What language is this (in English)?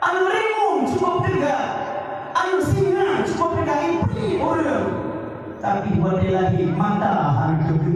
Achinese